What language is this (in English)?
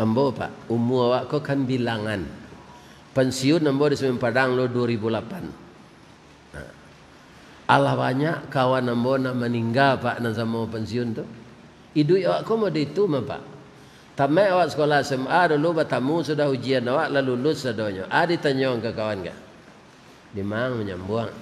Minangkabau